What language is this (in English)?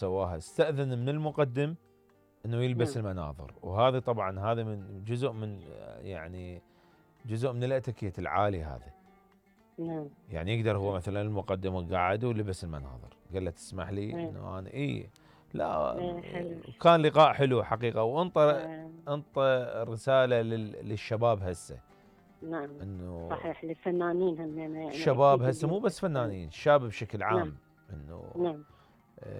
Mesopotamian Arabic